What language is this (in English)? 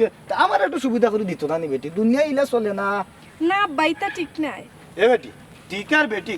Sylheti